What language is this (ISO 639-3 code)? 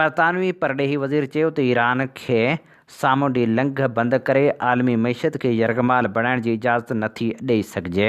snd